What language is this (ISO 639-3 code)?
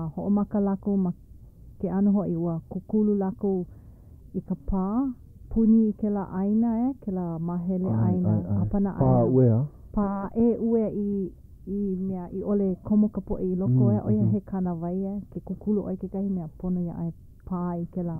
haw